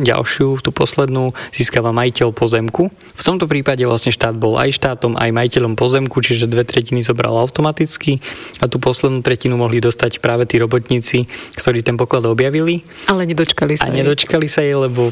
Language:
Slovak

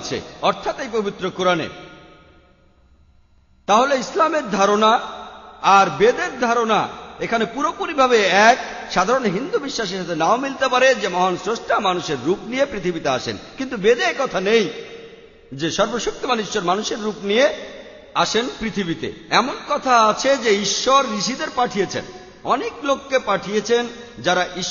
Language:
Bangla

